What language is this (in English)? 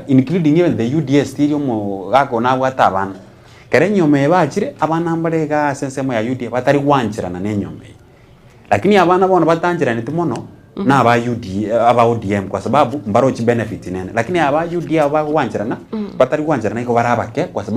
Gusii